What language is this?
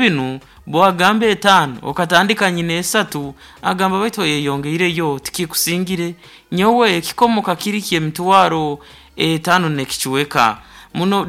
Nyoro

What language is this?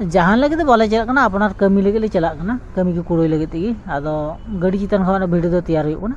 Santali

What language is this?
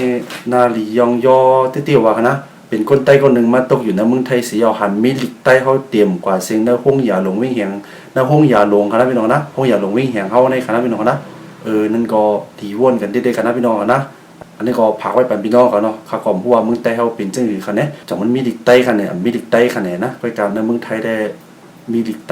Shan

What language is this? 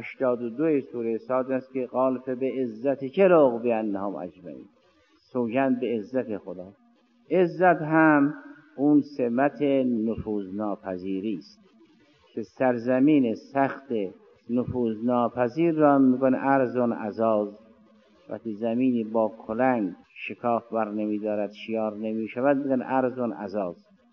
Persian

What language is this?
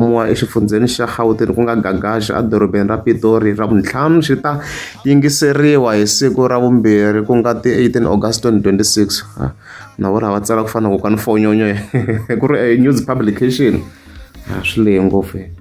Tsonga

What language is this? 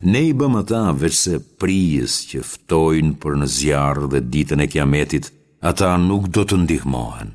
Albanian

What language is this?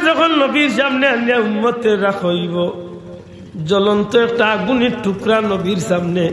Sylheti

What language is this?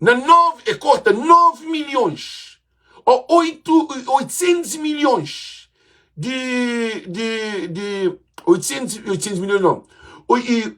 Kabuverdianu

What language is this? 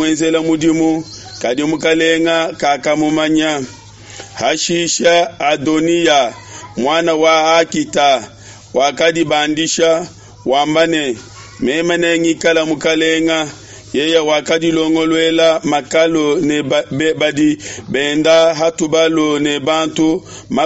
Luba-Lulua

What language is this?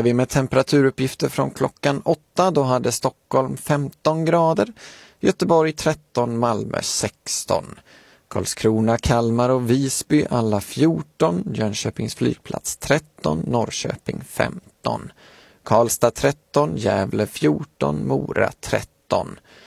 Swedish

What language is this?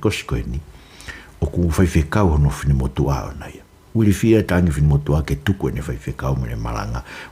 Tongan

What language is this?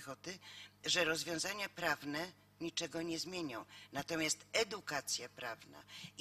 Polish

